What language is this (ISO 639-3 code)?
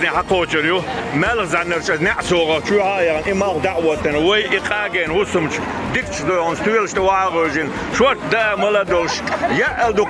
che